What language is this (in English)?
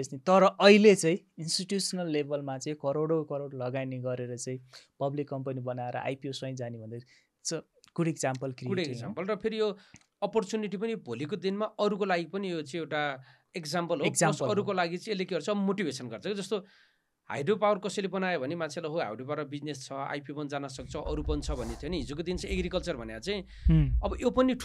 Nepali